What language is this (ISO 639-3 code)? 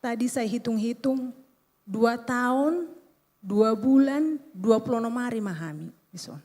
bbc